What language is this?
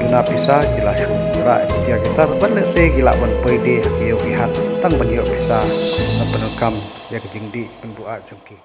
Khasi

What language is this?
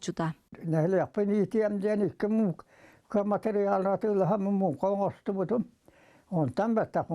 Yakut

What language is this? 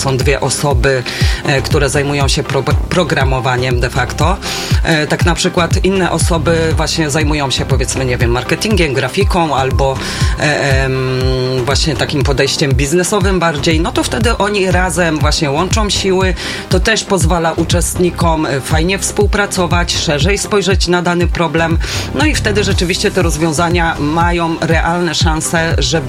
Polish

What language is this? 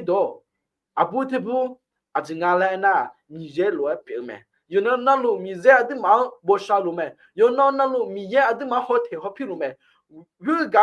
Akha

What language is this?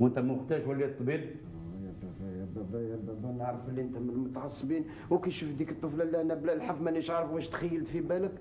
Algerian Arabic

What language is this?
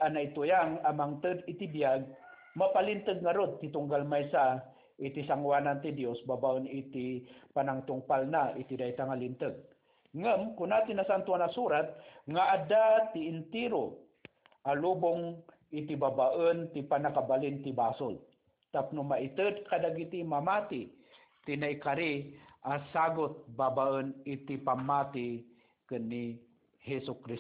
Iloko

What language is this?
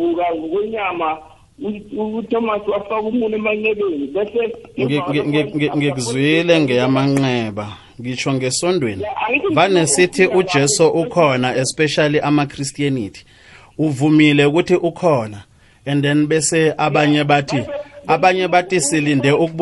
South Ndebele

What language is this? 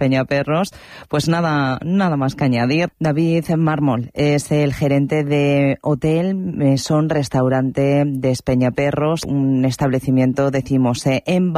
Spanish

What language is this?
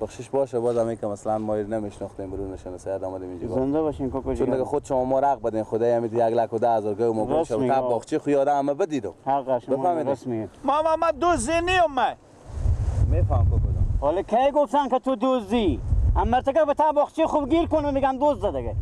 Persian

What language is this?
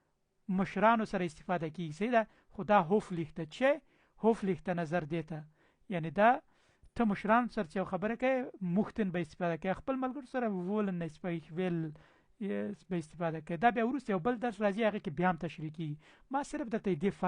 Pashto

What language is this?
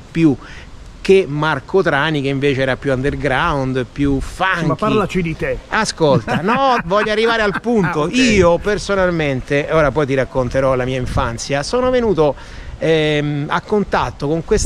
Italian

